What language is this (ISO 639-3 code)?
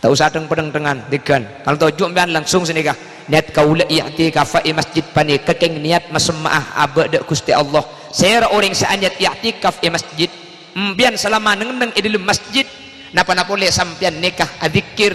mad